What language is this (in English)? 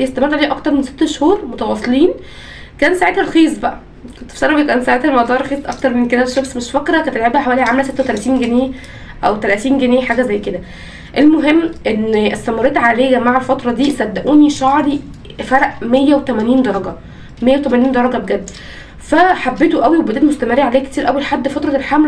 Egyptian Arabic